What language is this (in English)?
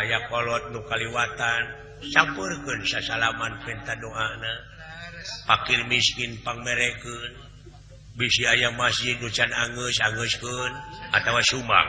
Sundanese